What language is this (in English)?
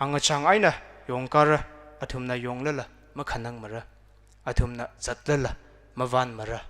Tangkhul Naga (India)